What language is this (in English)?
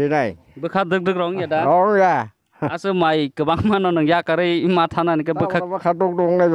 Kok Borok